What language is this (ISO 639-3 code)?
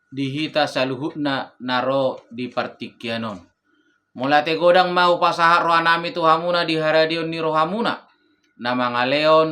bbc